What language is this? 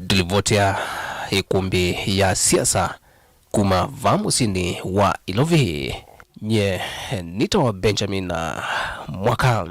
Kamba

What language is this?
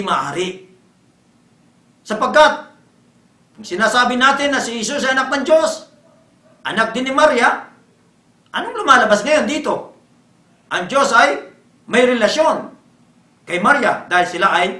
Filipino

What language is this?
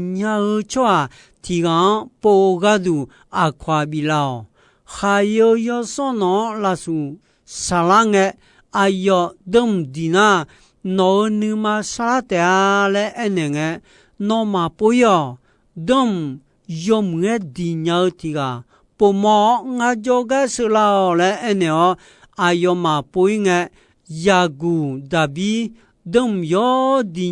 Akha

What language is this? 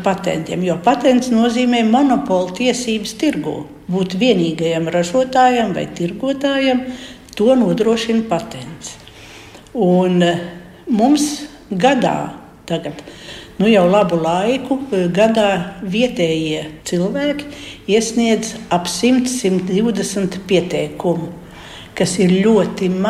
Latvian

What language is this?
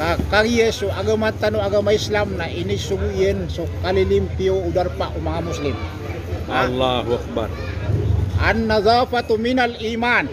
Maranao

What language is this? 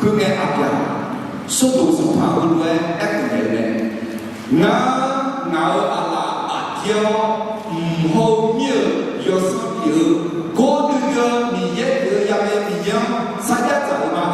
Akha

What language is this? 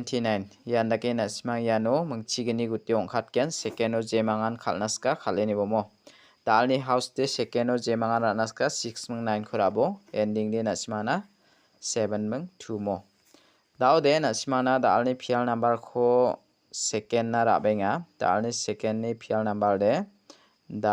Garo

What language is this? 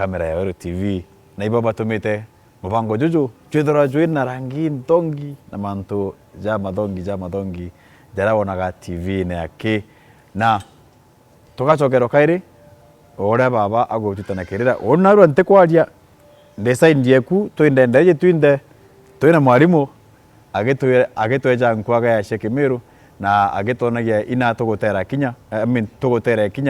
Meru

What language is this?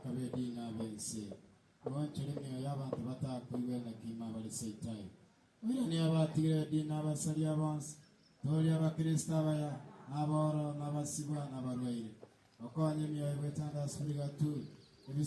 Gusii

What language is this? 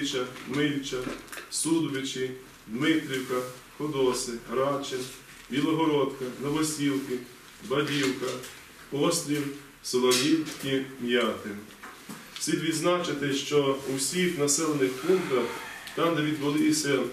Ukrainian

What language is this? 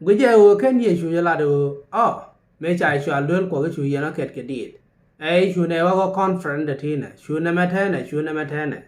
Nuer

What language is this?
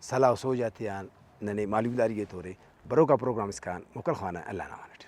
Brahui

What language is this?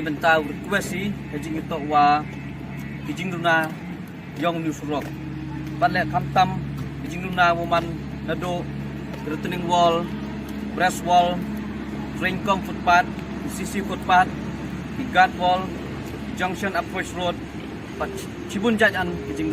Khasi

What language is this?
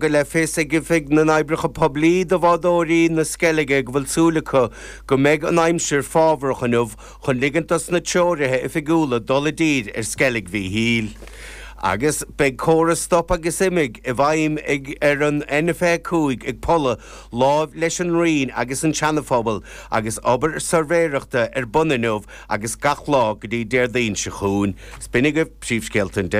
Irish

